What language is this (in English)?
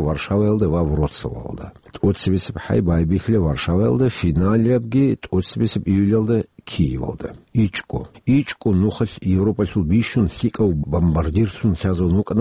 Avaric